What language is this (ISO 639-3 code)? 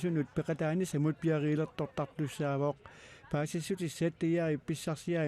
kal